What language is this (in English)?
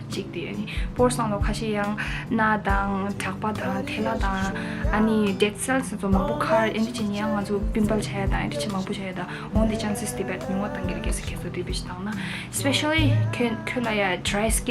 Tibetan